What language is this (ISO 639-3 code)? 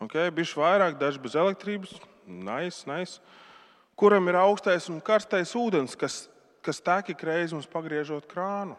lav